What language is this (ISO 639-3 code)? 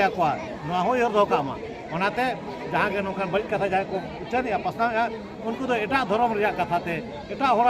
sat